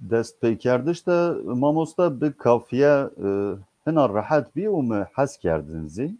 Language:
Zaza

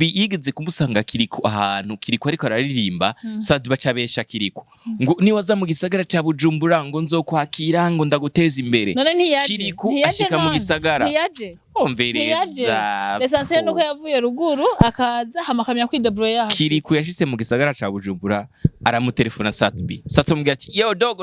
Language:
Rundi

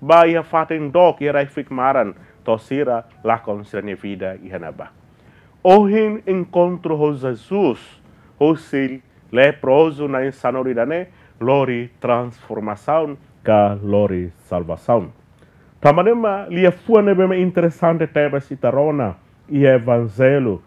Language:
Tetum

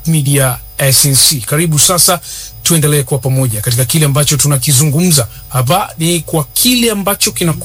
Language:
Swahili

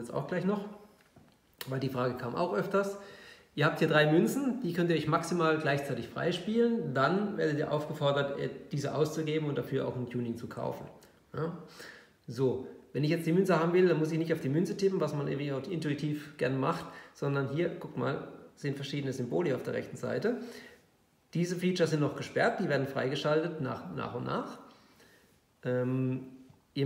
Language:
German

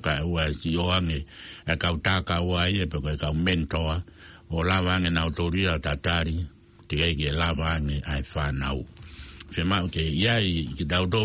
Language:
Tongan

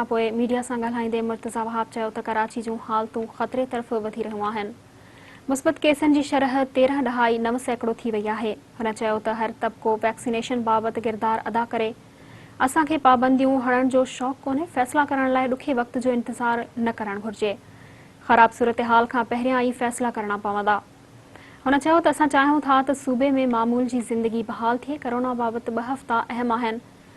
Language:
Sindhi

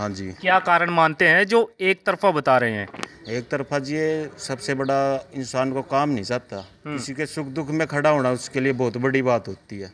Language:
Hindi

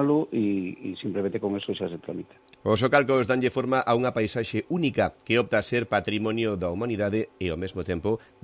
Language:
Galician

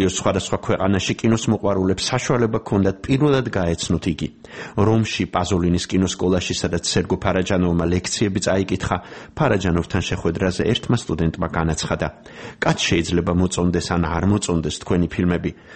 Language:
Georgian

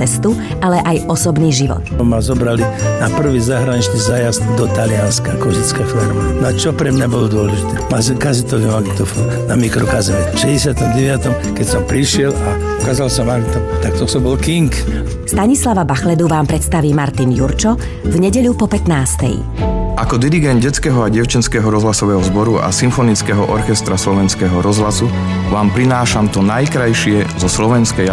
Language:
Slovak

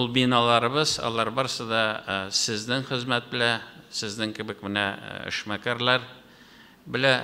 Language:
Tatar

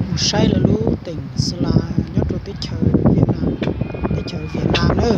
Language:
Hmong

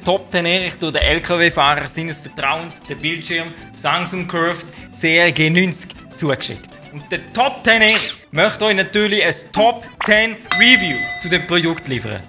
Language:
Swiss German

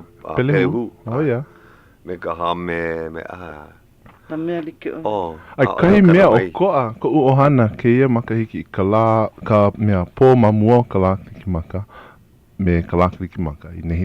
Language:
Hawaiian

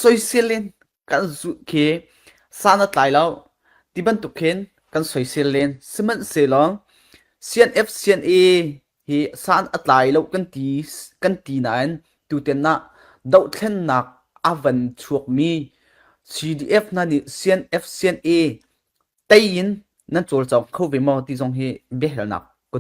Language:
Falam Chin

